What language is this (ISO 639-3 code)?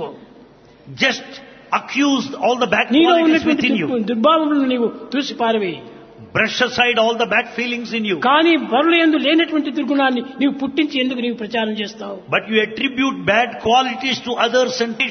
tel